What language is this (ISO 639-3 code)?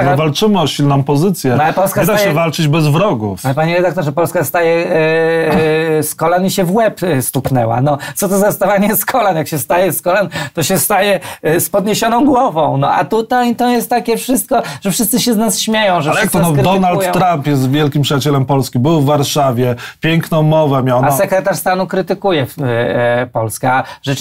pol